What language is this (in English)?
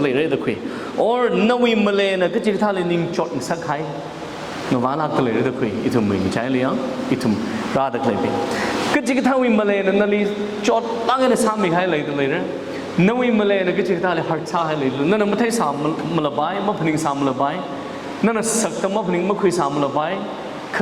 Tangkhul Naga (India)